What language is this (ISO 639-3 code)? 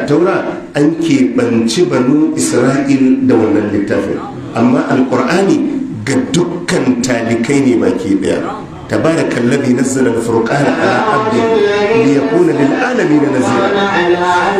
hau